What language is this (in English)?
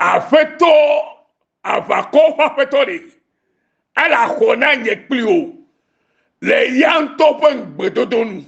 Ewe